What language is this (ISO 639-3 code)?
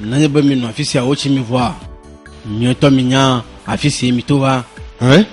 ewe